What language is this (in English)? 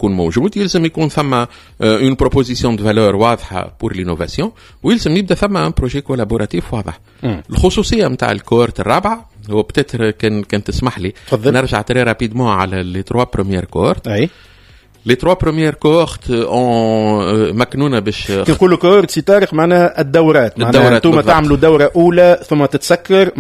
Tunisian Arabic